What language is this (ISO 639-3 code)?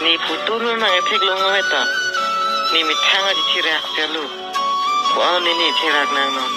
mjw